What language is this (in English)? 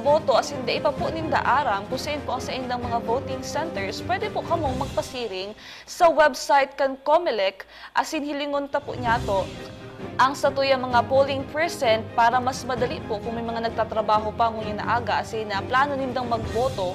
Bikol